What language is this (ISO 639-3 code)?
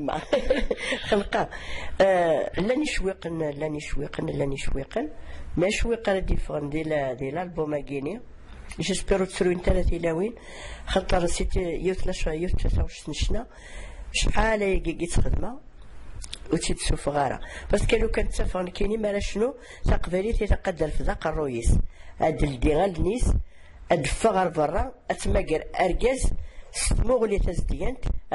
kab